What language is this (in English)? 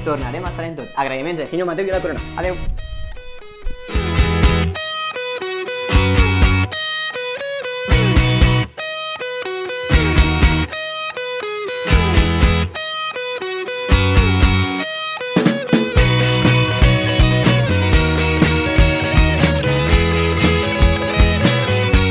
Catalan